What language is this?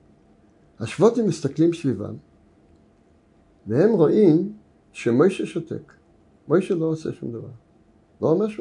Hebrew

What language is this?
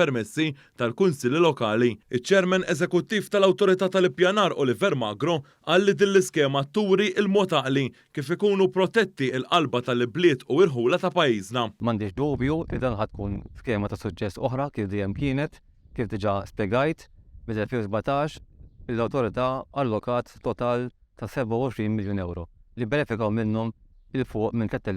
Maltese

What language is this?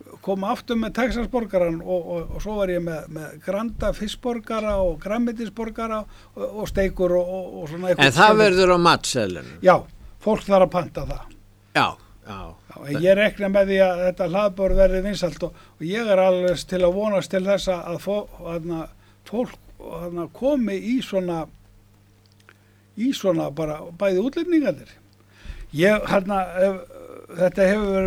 Icelandic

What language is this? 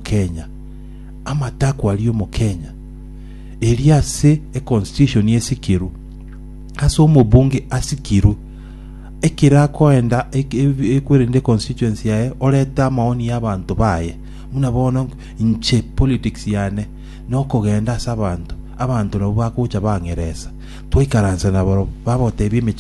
Gusii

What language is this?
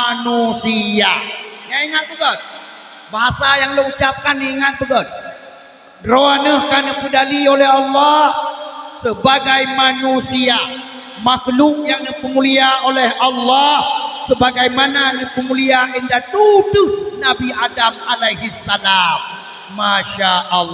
Achinese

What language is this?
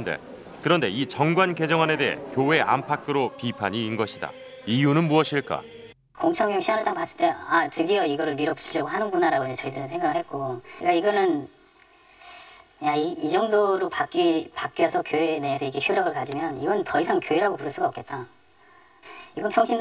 Korean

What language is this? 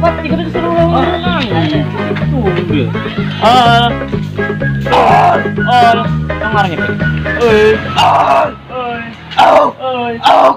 Banjar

